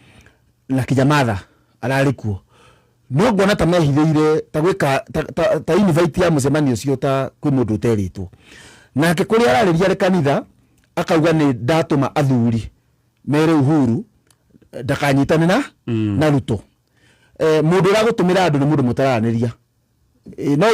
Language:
Kikuyu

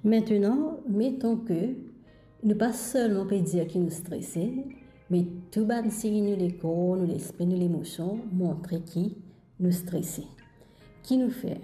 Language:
Morisyen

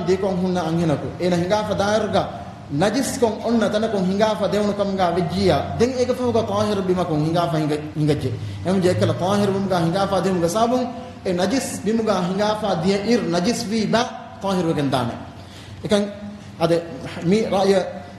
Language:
Divehi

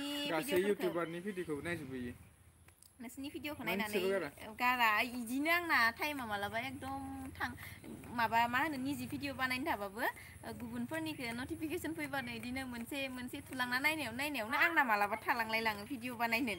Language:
Bodo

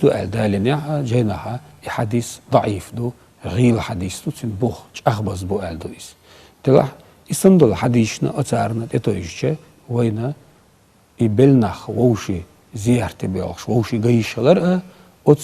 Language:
Chechen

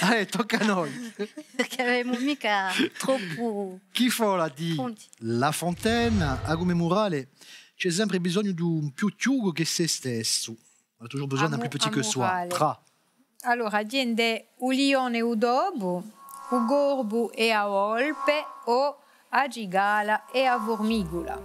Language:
Corsican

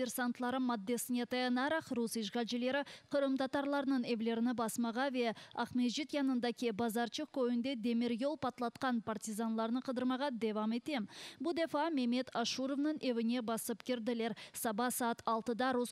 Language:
Crimean Tatar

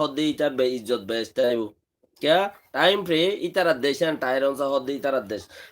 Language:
Rohingya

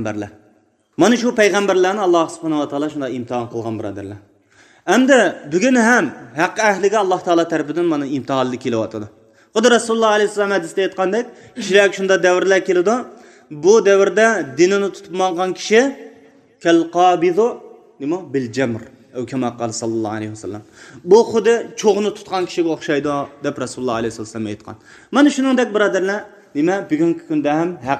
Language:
Uyghur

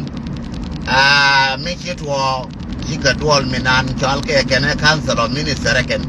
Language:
Nuer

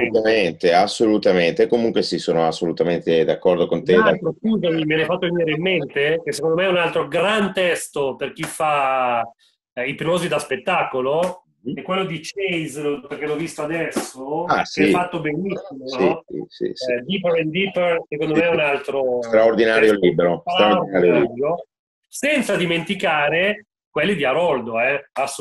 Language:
Italian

